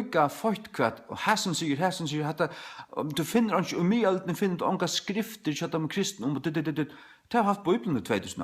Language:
Faroese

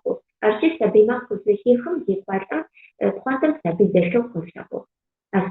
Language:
Adyghe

